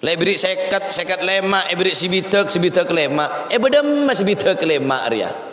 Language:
Madurese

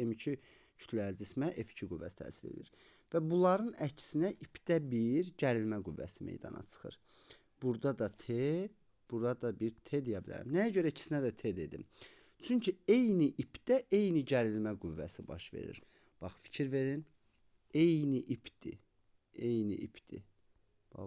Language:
Azerbaijani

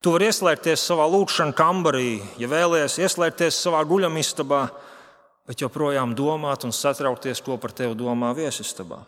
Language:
Latvian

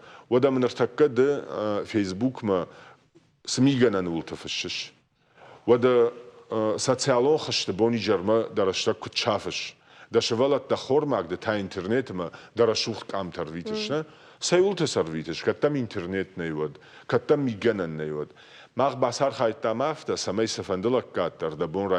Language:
Ossetic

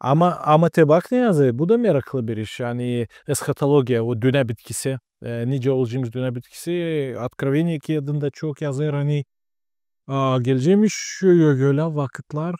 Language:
Gagauz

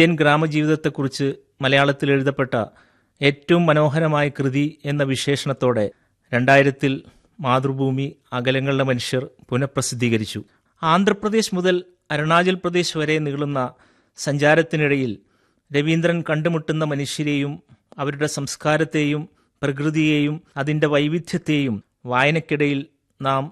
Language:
Malayalam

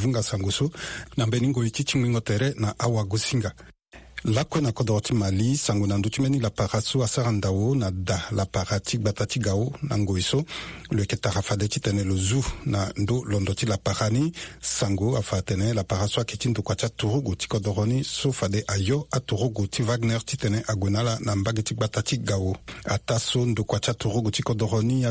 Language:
Sango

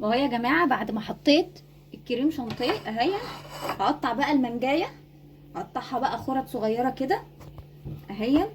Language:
Egyptian Arabic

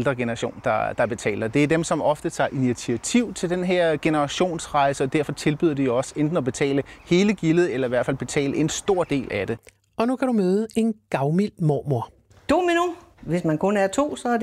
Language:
Danish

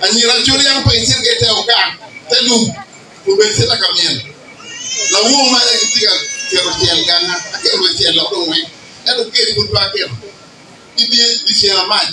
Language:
Acoli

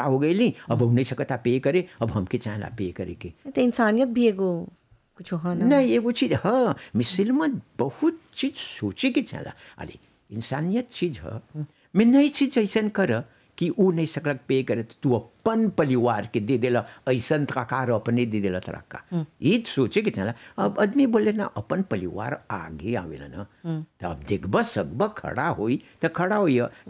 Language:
Bhojpuri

